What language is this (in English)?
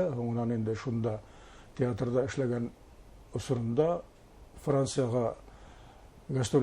Bashkir